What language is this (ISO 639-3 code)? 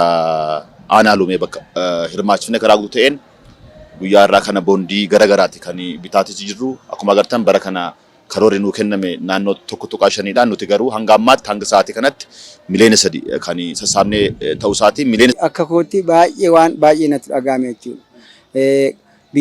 orm